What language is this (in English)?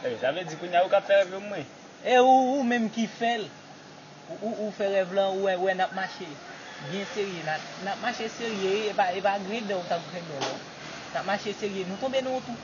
Haitian Creole